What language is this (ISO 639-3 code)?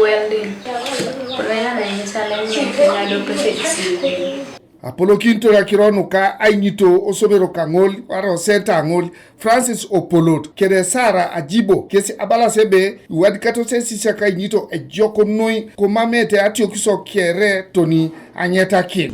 teo